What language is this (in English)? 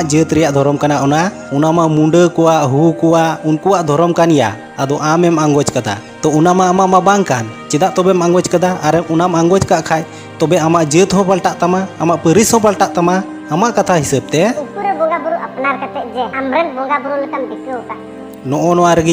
Santali